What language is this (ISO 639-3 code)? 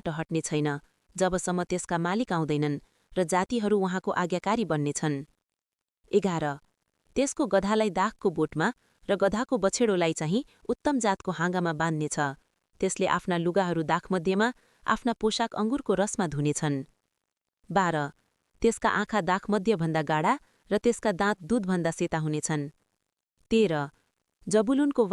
nep